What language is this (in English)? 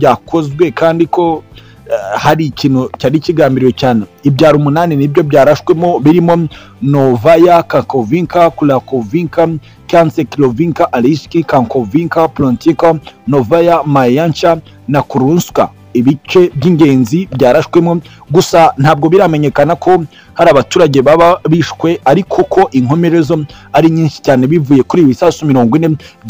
Kinyarwanda